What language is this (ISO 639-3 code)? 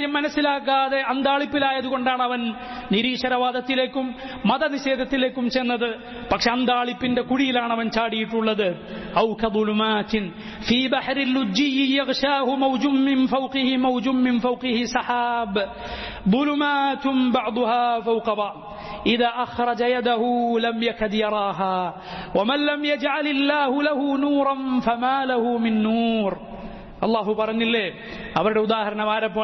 mal